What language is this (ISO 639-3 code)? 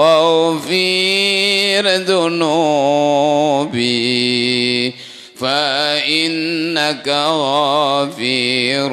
ace